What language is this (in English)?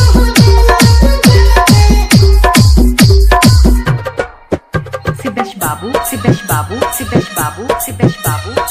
Bhojpuri